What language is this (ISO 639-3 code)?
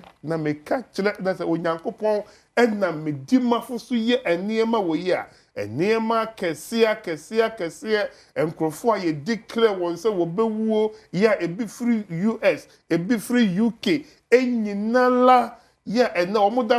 aka